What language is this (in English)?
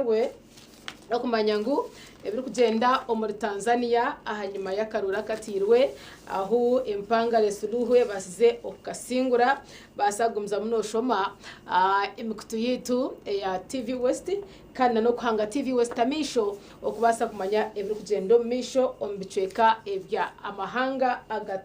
Nyankole